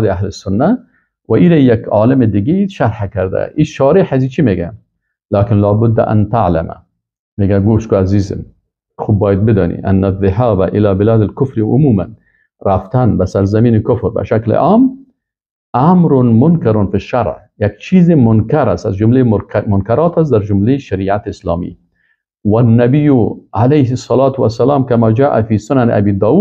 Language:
Persian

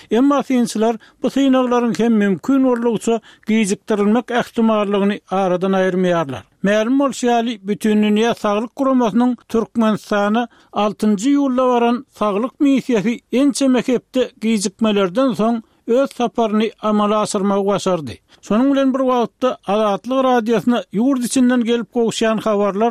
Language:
Turkmen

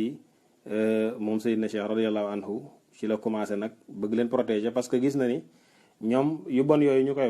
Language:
Wolof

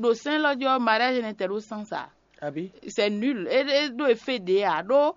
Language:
Fon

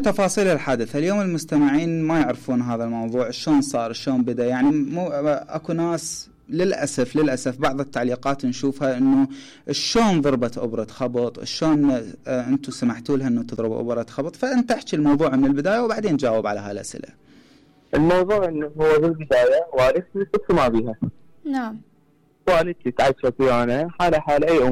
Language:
Mesopotamian Arabic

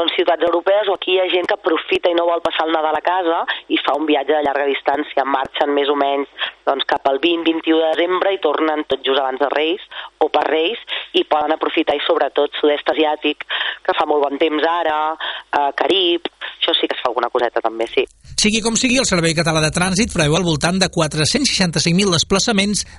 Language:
Catalan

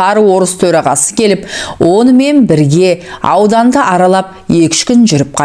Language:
Kazakh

